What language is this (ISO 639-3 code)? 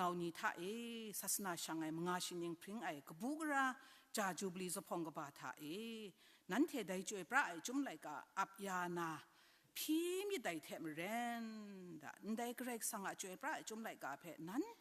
kac